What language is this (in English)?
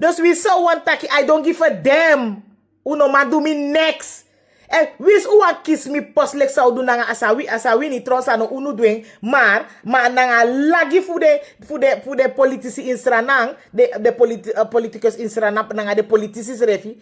Sranan Tongo